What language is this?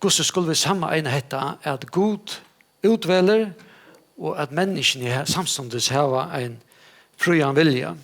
Faroese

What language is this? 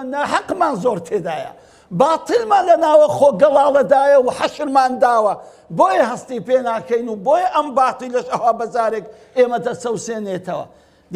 Central Kurdish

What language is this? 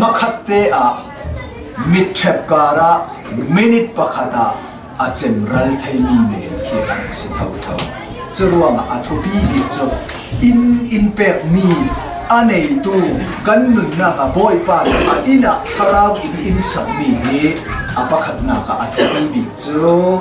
Hakha Chin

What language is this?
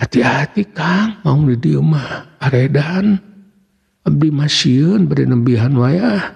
Sundanese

